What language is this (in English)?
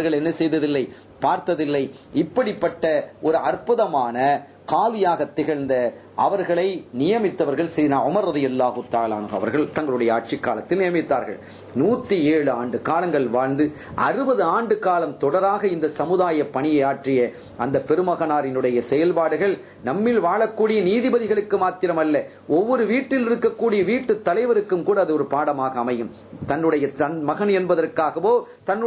Tamil